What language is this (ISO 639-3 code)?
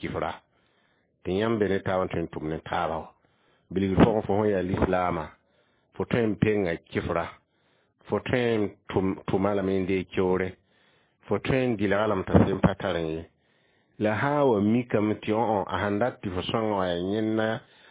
mos